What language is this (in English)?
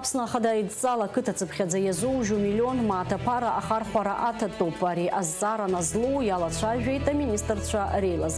Abkhazian